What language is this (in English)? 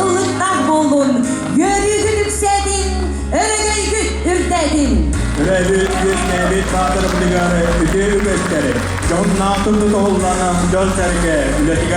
Yakut